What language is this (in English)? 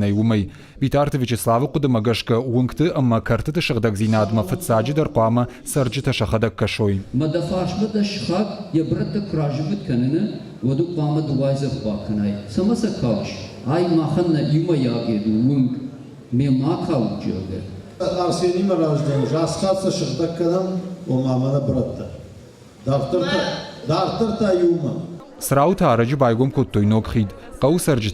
Ossetic